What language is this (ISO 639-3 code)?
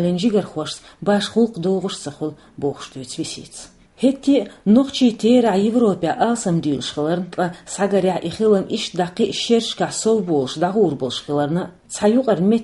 che